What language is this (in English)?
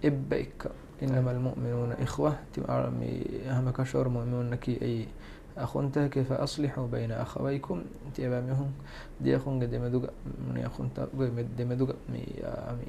Divehi